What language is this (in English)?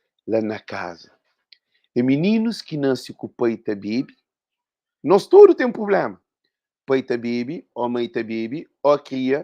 Kabuverdianu